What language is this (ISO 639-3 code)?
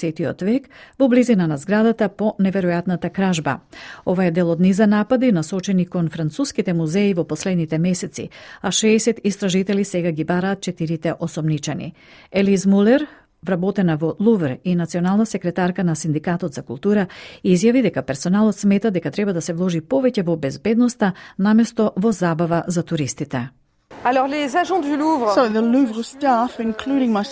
mkd